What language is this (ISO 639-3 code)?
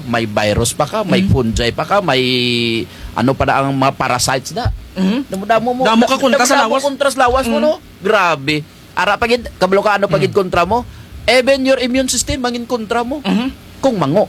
krj